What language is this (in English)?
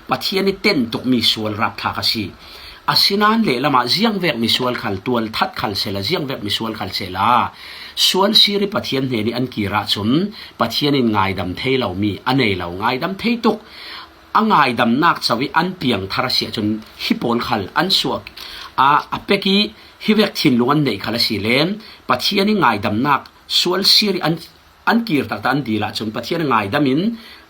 Falam Chin